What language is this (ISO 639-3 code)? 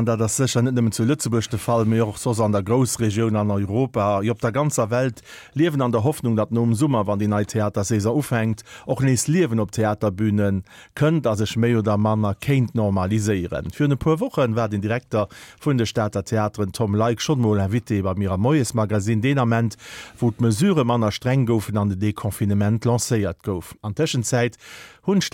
ltz